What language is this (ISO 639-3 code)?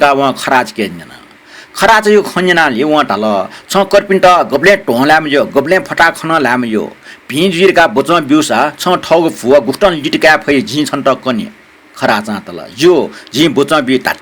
new